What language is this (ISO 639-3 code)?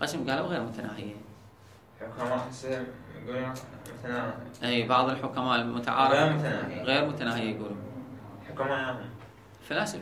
acm